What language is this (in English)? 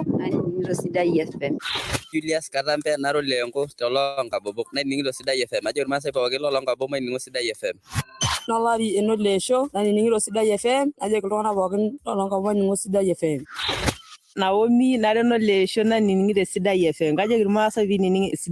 Masai